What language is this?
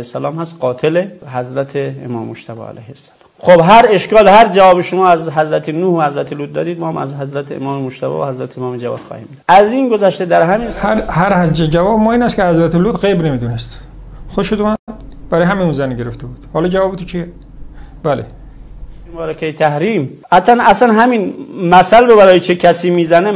Persian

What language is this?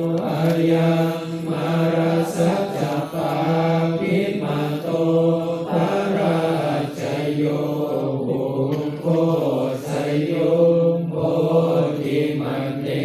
Pali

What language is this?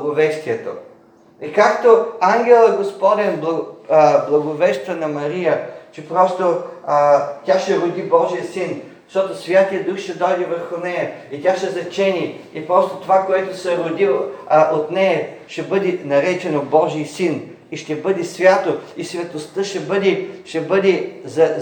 Bulgarian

